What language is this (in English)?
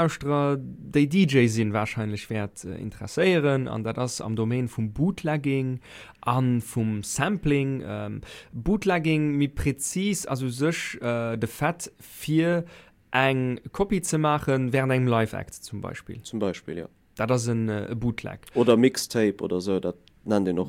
Luxembourgish